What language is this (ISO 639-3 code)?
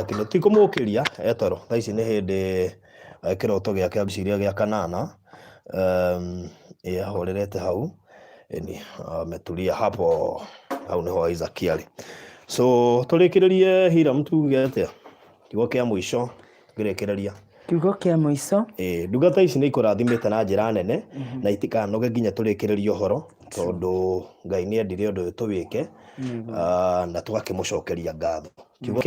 kik